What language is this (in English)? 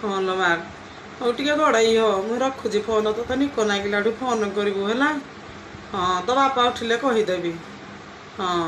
Odia